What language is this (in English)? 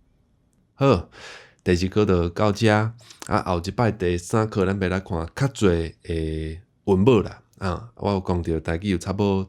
Min Nan Chinese